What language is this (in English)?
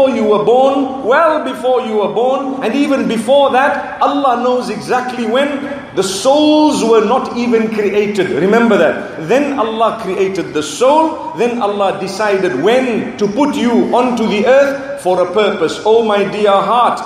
English